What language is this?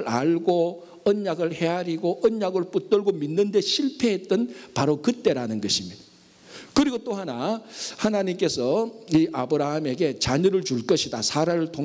Korean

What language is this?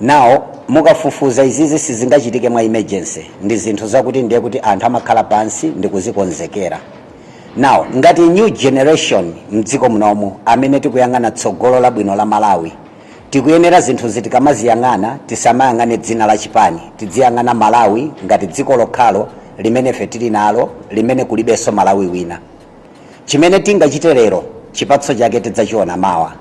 Nyanja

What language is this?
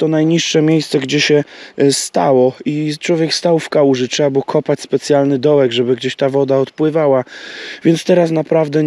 Polish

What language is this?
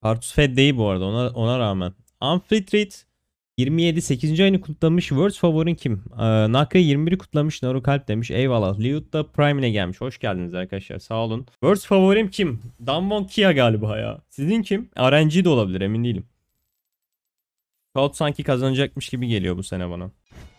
Turkish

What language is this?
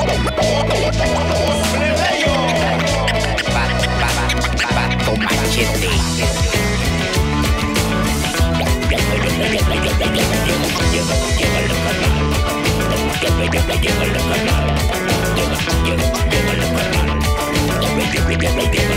Spanish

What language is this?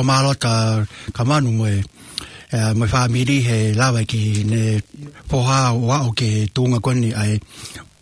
Tongan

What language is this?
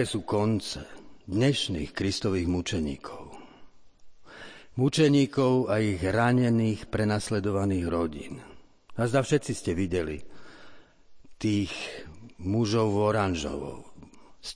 Slovak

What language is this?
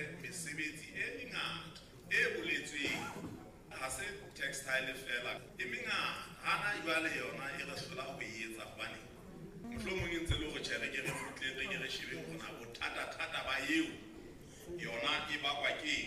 Southern Sotho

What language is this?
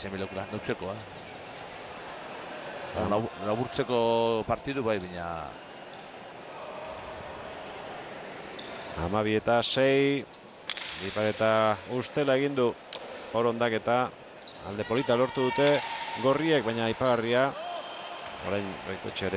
Basque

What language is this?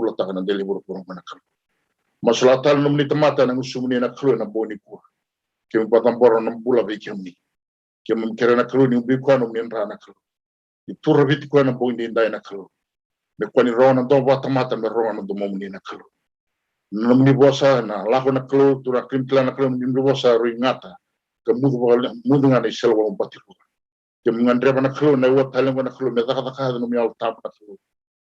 Fijian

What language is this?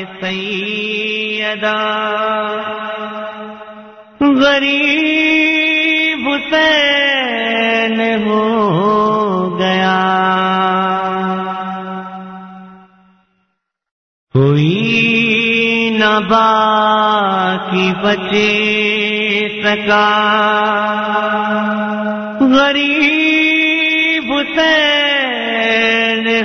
Urdu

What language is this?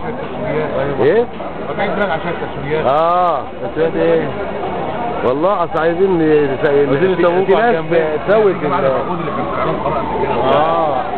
Egyptian Arabic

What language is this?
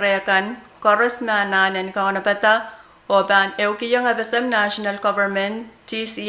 Pohnpeian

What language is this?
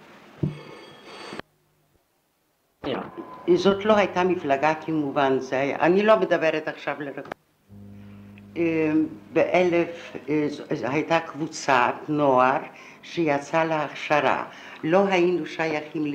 Hebrew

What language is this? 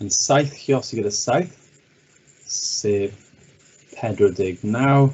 Welsh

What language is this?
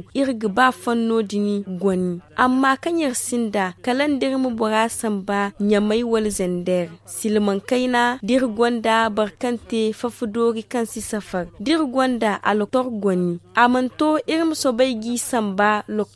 Zarma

